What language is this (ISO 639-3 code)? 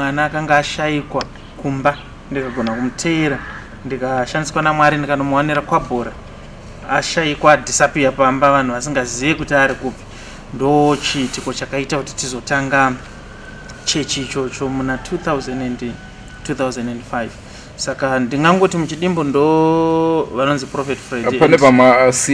sna